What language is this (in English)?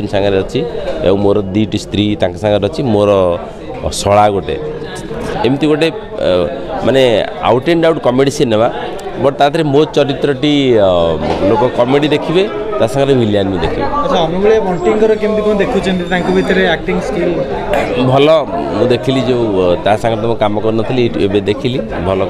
Odia